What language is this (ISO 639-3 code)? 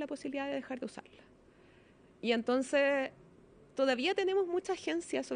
spa